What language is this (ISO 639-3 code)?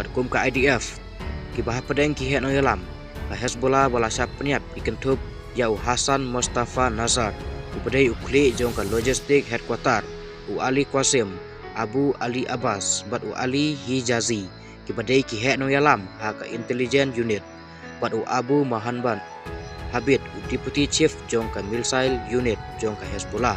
kha